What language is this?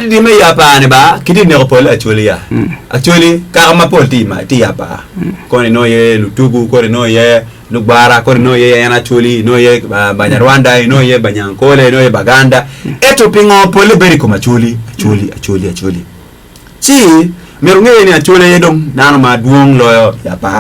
Acoli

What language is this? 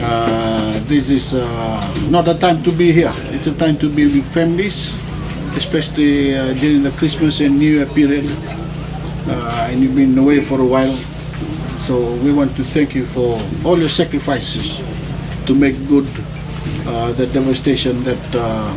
Fijian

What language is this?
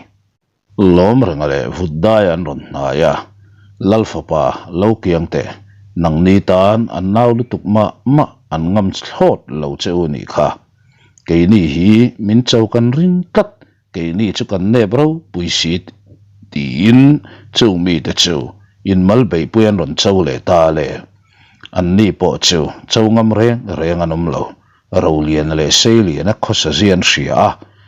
Mizo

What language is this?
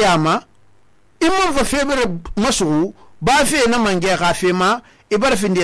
Susu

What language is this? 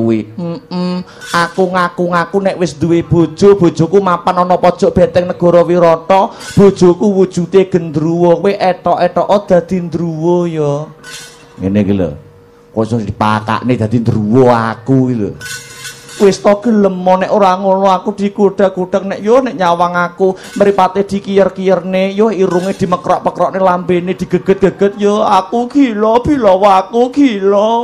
Javanese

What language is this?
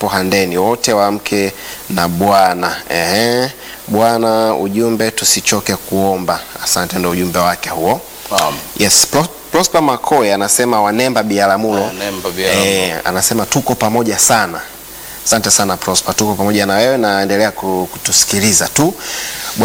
Swahili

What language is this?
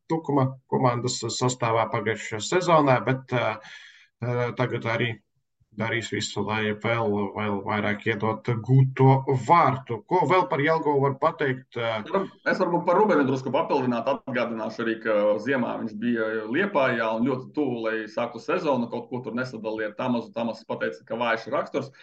Latvian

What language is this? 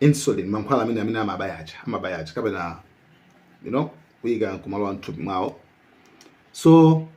Nyanja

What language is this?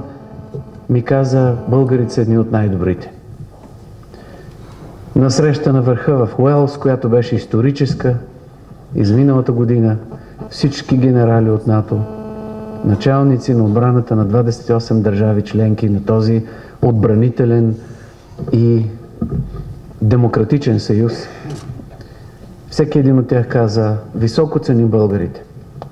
Bulgarian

